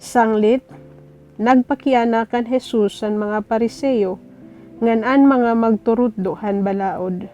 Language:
Waray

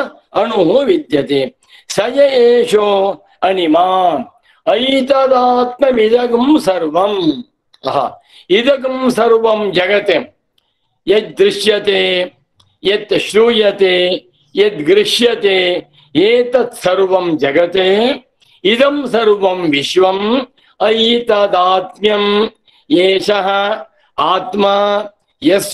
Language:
Sanskrit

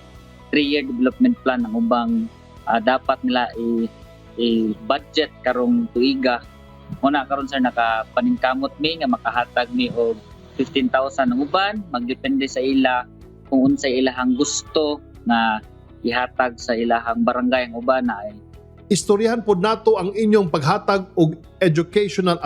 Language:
Cebuano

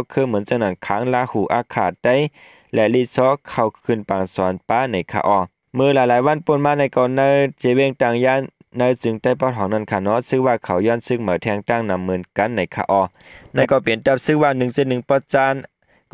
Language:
Shan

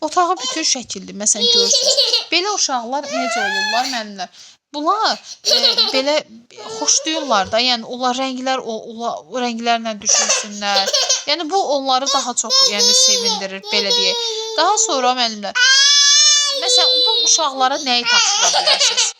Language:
Azerbaijani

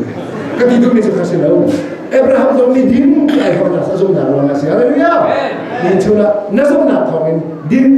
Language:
Hakha Chin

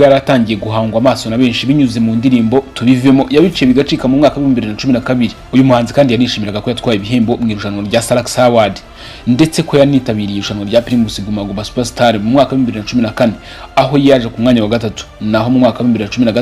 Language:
Kinyarwanda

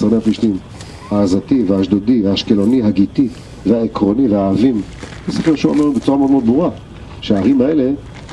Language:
Hebrew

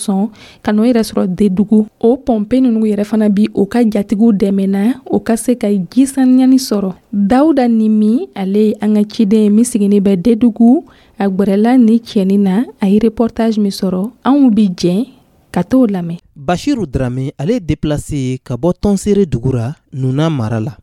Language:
Dyula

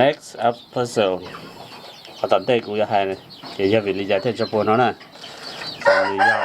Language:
Hmong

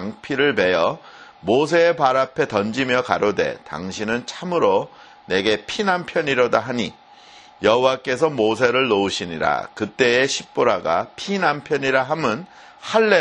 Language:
Korean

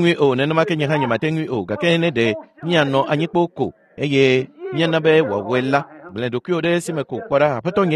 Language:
Ewe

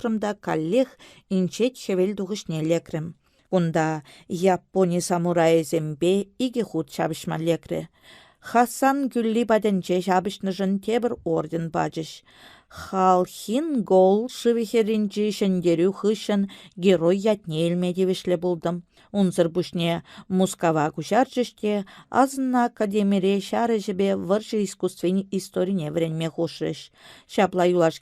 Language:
Chuvash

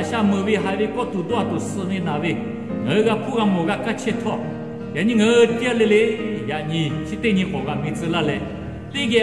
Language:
Lahu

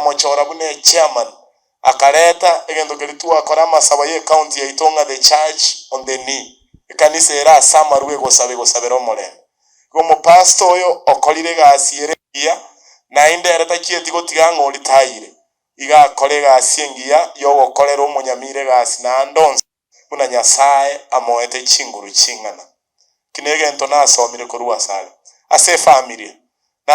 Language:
Gusii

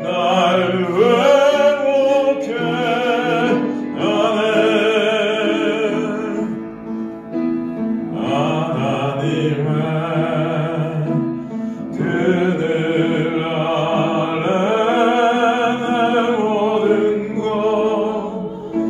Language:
Korean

